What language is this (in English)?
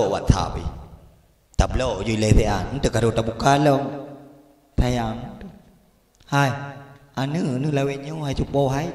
Achinese